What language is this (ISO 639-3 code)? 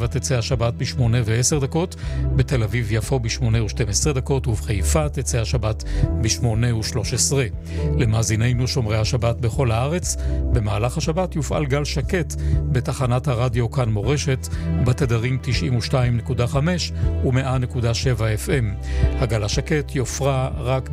heb